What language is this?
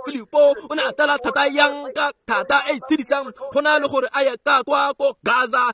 Tswana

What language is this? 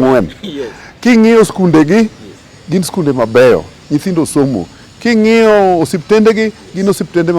Luo (Kenya and Tanzania)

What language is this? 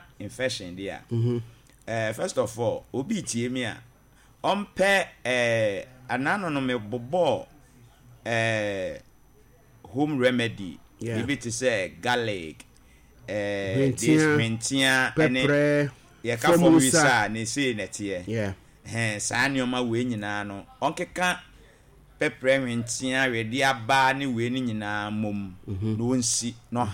Akan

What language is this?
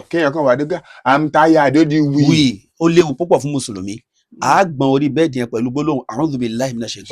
Yoruba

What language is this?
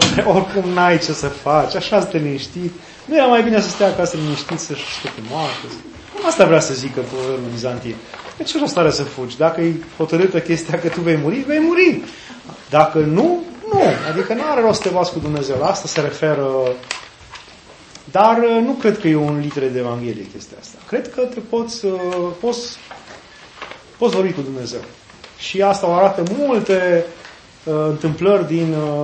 Romanian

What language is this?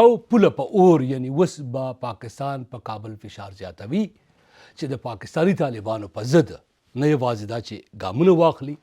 Pashto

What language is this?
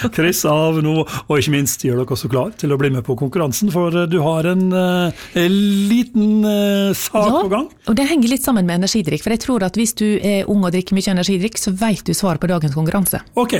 Norwegian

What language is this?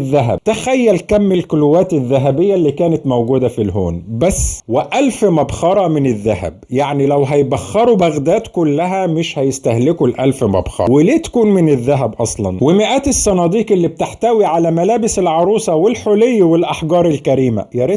Egyptian Arabic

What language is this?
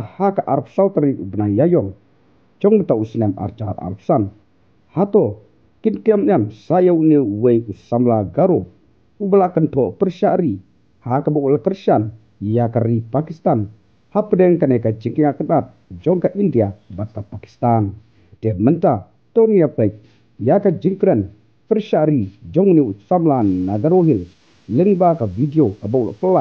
Khasi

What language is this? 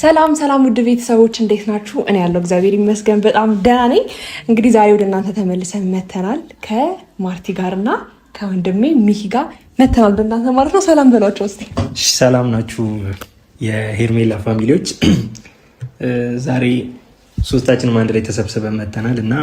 Amharic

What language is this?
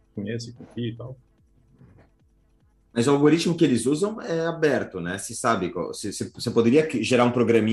Portuguese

